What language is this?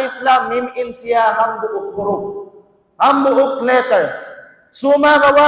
Tausug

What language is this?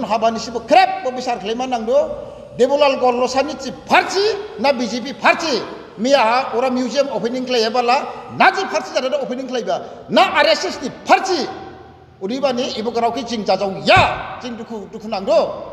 Dimasa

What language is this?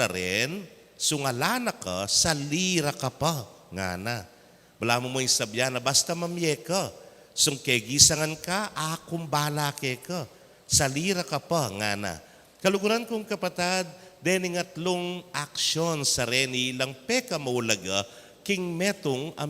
Pampanga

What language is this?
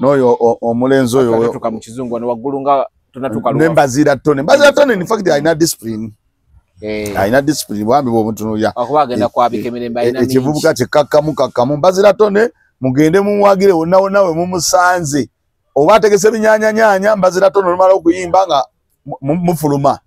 Ganda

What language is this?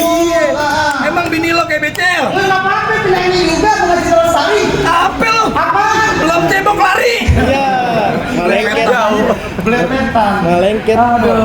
Betawi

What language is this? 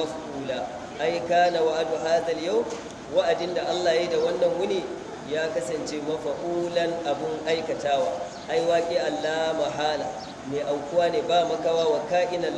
Hausa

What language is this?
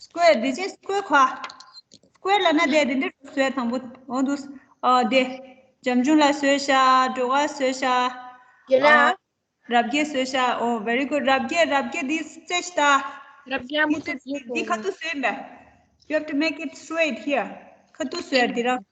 Tibetan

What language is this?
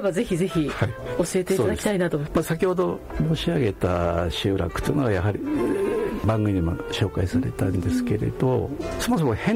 Japanese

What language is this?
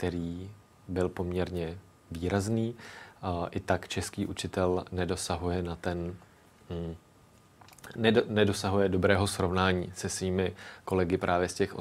Czech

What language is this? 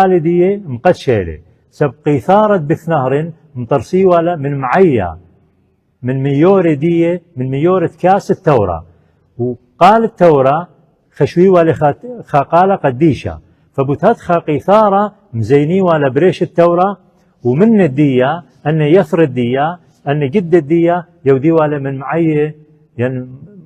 Assyrian Neo-Aramaic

